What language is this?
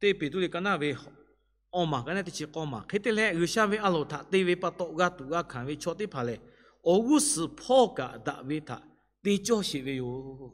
Lahu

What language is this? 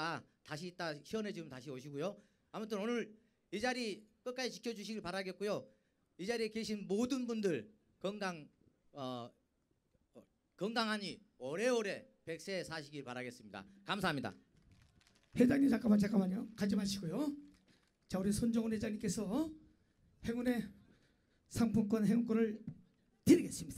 Korean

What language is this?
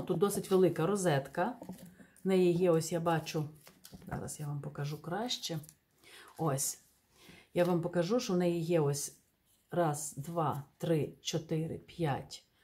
Ukrainian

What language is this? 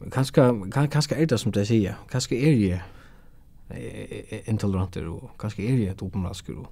Faroese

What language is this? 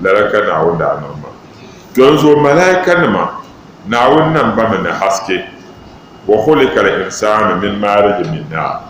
Dagbani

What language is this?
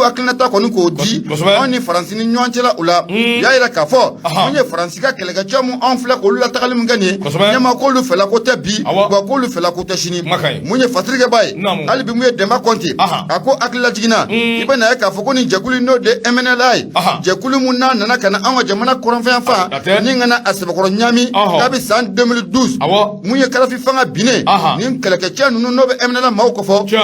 Bambara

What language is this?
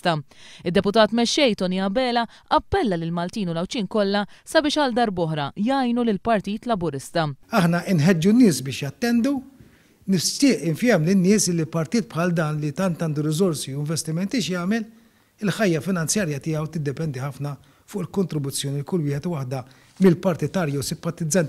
Maltese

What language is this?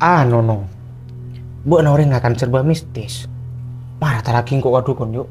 Madurese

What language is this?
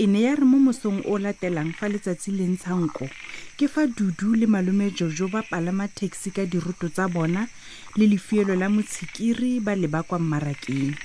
Tswana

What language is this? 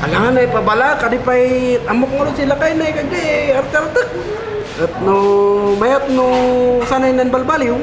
Kankanaey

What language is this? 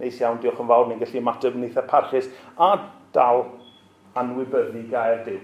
Welsh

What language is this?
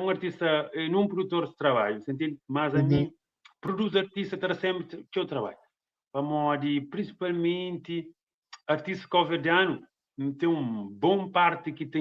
Kabuverdianu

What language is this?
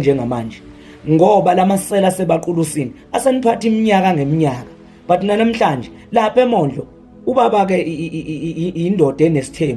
Zulu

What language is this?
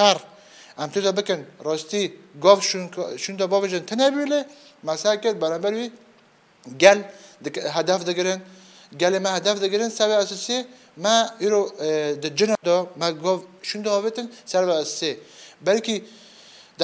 Kurdish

